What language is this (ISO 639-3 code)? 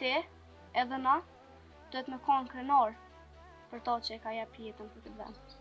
sqi